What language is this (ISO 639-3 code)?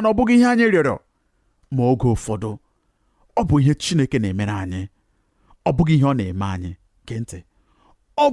ibo